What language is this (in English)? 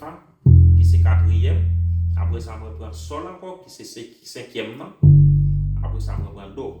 Haitian Creole